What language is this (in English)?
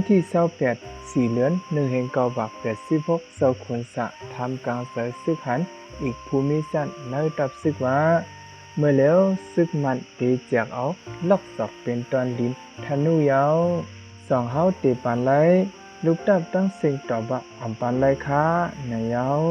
Shan